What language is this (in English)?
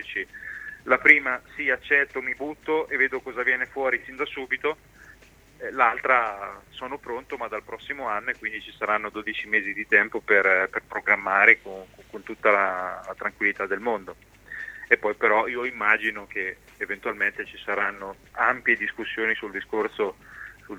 Italian